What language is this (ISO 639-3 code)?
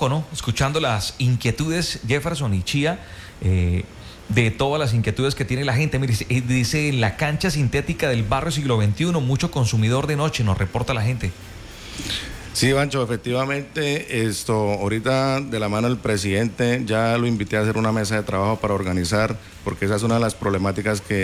spa